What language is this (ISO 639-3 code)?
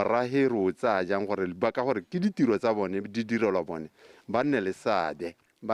tsn